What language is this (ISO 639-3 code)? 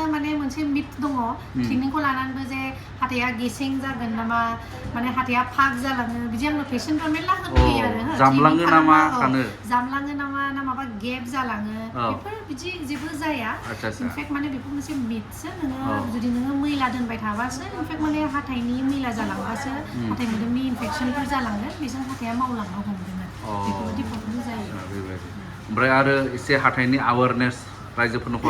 brx